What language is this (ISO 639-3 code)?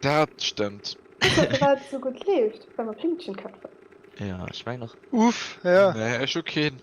ltz